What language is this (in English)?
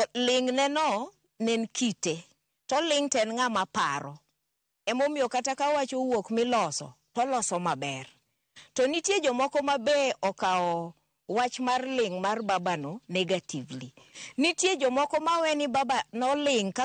Luo (Kenya and Tanzania)